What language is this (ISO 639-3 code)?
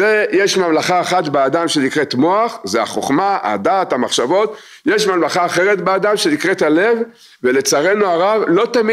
heb